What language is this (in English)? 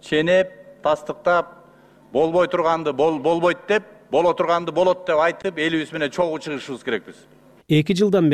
Kyrgyz